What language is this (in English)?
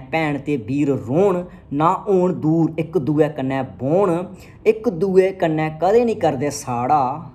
Dogri